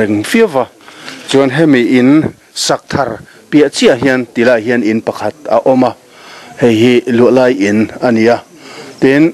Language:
Mizo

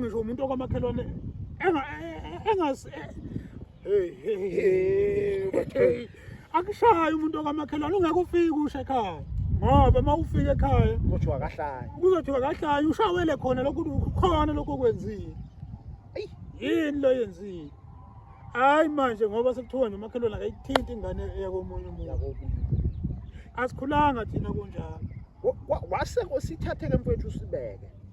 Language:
Zulu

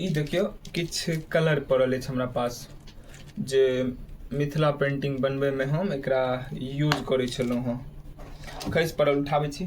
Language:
Maithili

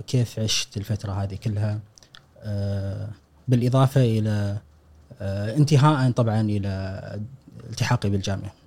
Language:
Gulf Arabic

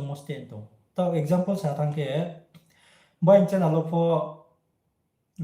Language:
Riang (India)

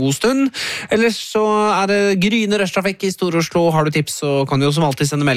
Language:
Norwegian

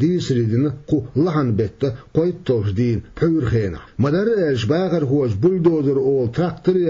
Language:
Chechen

